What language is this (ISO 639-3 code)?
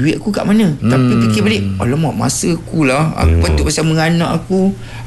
msa